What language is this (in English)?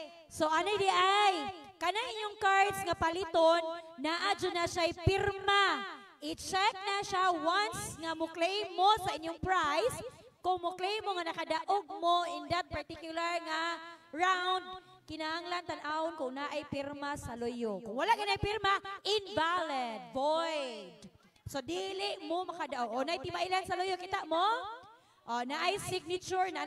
Cebuano